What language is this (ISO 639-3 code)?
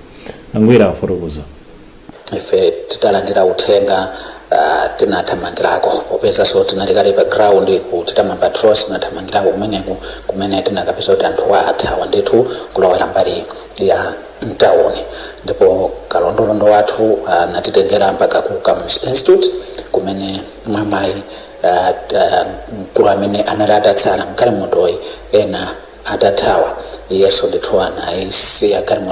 nya